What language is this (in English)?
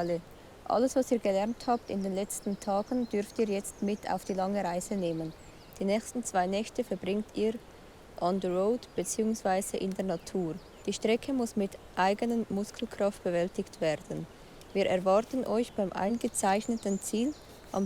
Swiss German